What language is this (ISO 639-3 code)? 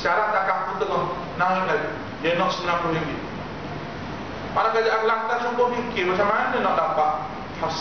msa